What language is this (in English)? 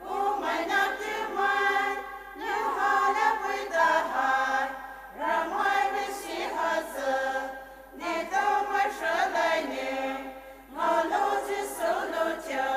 Poumei Naga